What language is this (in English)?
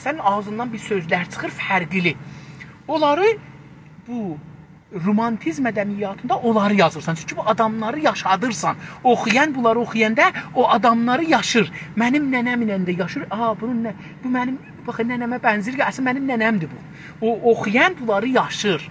South Azerbaijani